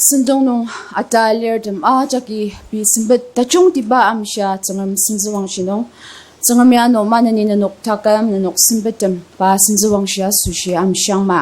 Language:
Ao Naga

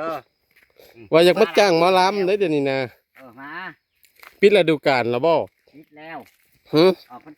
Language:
Northeastern Thai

